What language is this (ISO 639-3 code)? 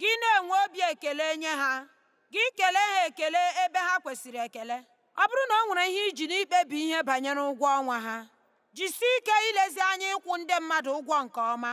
ibo